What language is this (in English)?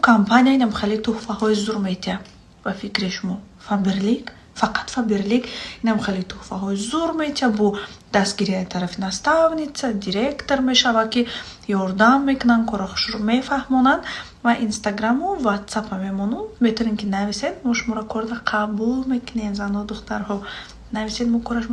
Tajik